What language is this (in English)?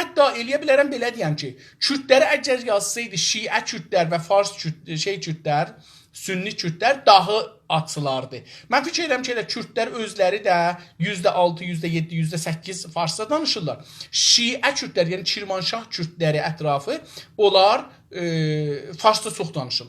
South Azerbaijani